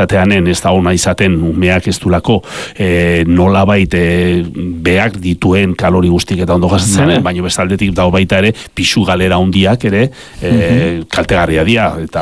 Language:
Basque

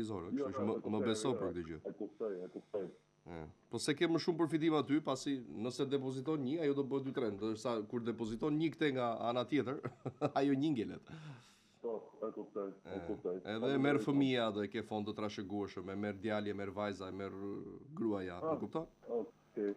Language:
Albanian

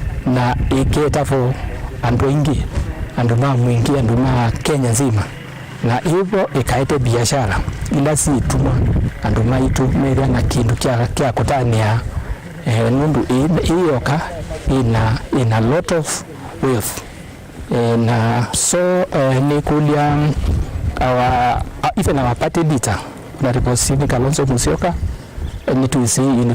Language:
Kamba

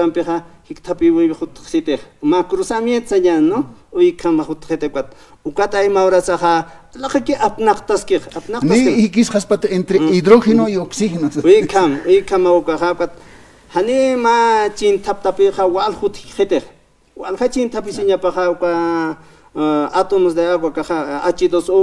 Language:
Aymara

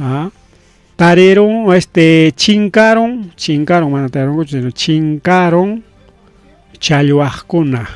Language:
Ayacucho Quechua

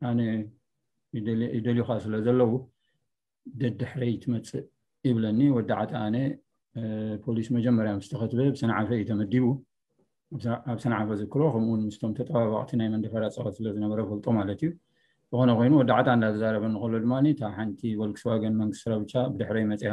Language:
Tigrinya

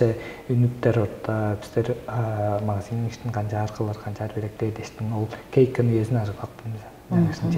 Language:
Tuvinian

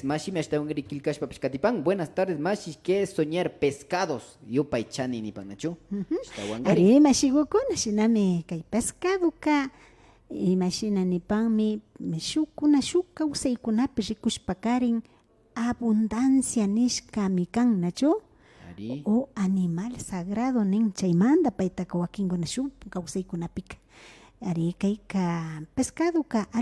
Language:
Imbabura Highland Quichua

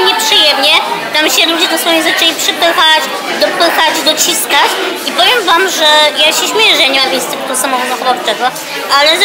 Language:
Polish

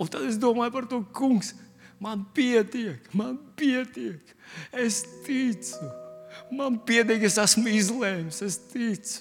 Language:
Latvian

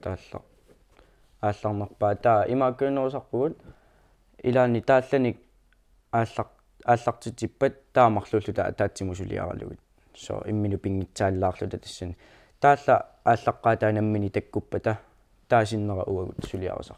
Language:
Kalaallisut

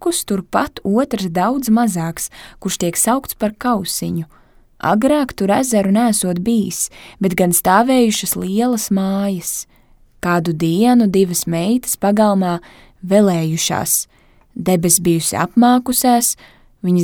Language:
Latvian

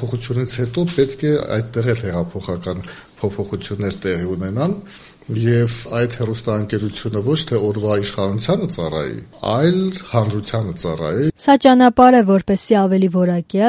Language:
Armenian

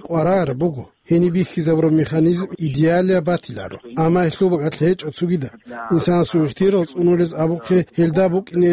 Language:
Avaric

